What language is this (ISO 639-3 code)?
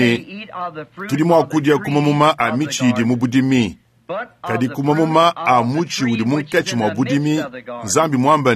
lua